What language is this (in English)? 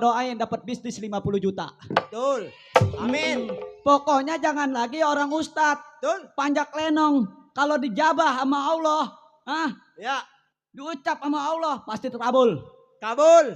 Betawi